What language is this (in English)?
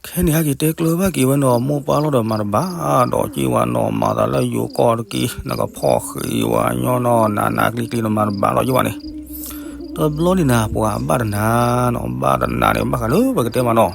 S'gaw Karen